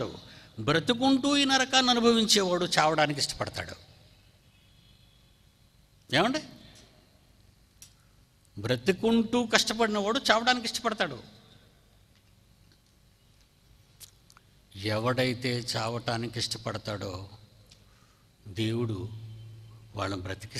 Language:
Telugu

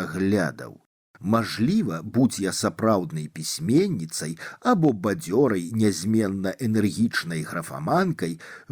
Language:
Belarusian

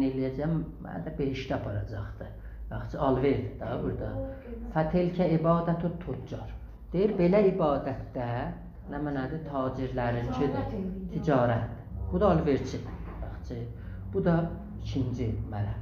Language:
South Azerbaijani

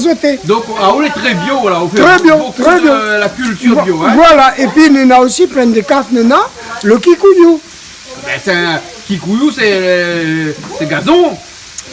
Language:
Réunion Creole French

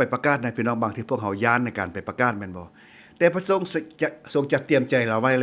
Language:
Lao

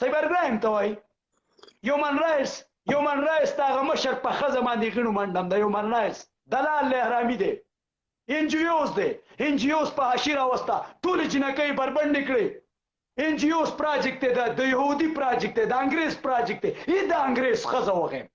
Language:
Pashto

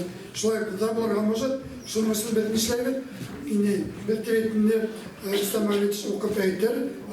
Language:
Bashkir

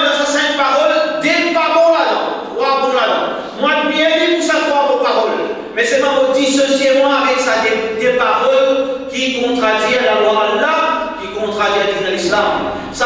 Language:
Morisyen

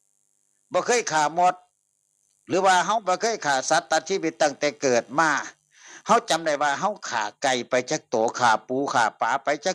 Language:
Northeastern Thai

